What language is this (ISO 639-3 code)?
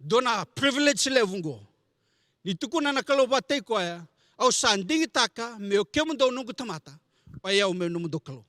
fij